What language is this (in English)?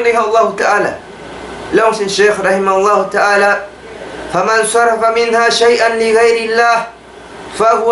Tausug